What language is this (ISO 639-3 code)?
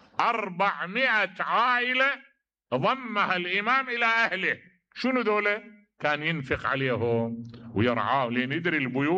acm